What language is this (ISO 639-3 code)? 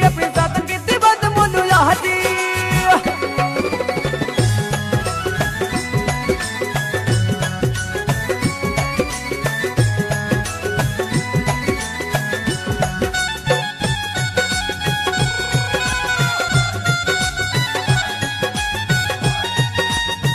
bgc